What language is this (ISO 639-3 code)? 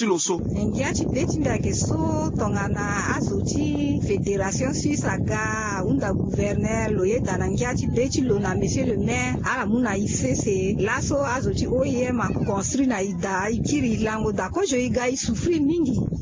sag